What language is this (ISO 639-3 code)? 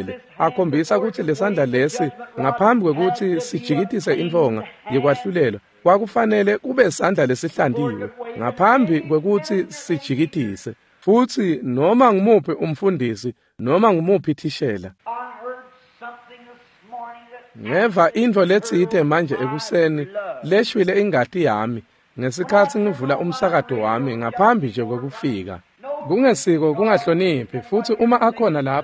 ssw